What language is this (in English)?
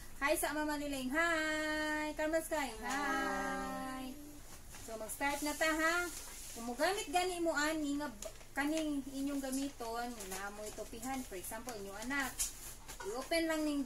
Cebuano